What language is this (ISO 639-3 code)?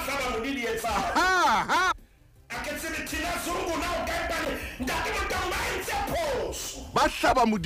sot